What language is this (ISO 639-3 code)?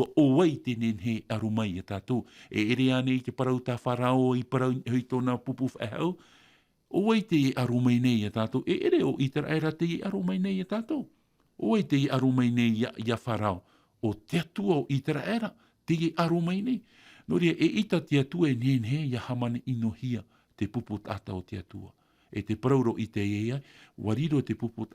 tah